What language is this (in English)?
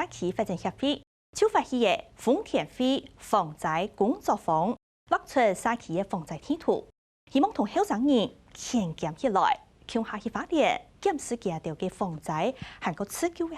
Hakka Chinese